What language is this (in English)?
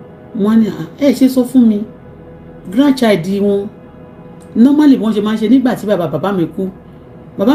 Yoruba